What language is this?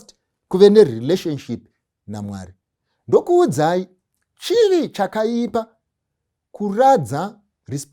Shona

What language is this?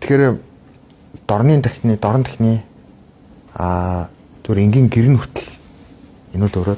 Mongolian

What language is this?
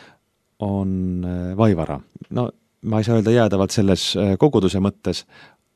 Estonian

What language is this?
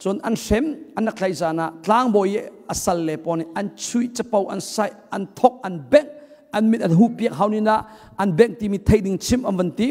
Hakha Chin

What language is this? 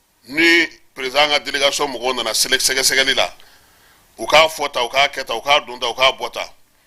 Bambara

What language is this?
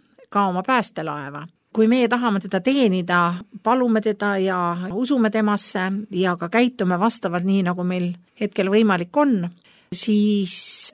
Estonian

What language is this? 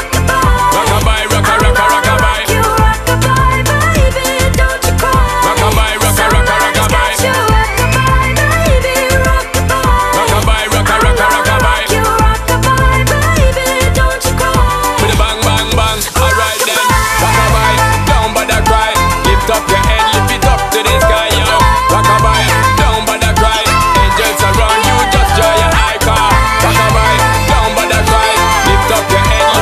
Nyankole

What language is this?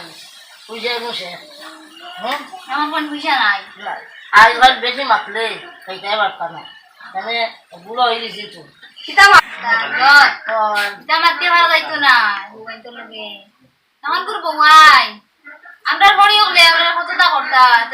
Sylheti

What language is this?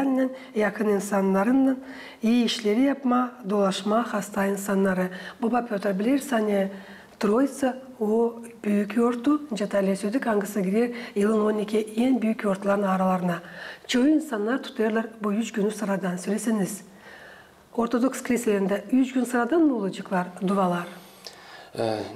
Gagauz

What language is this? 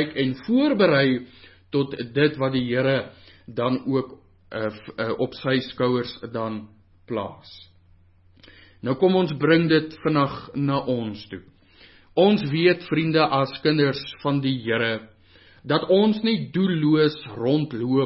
Afrikaans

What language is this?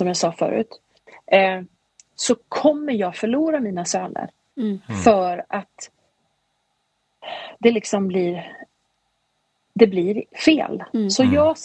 Swedish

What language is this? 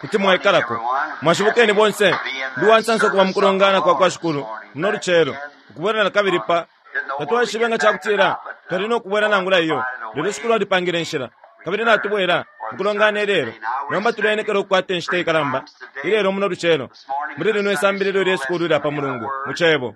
Bemba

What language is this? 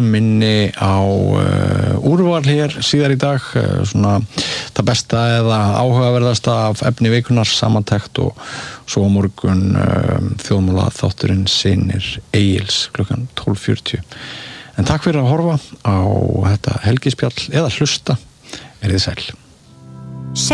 Icelandic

